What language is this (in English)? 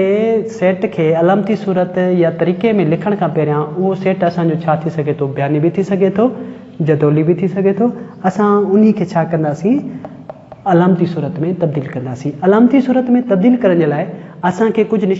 Sindhi